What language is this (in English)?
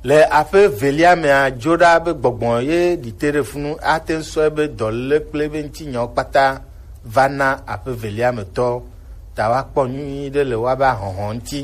Gen